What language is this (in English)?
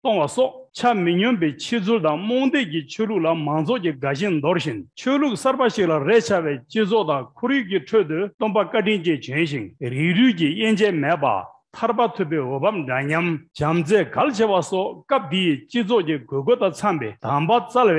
Tibetan